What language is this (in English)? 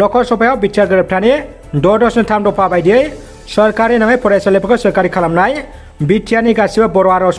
Bodo